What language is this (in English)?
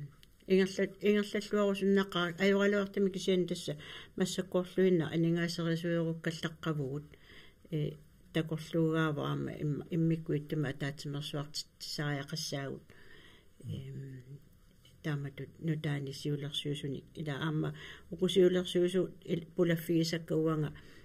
Kalaallisut